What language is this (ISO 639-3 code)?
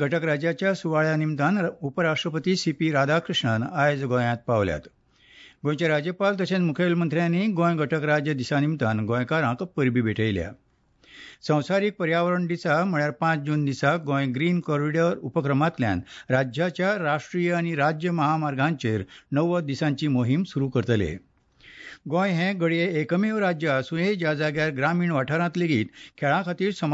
kok